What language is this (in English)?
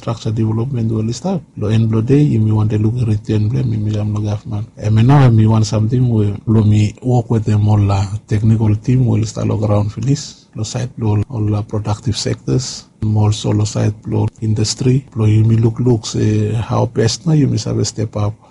Bislama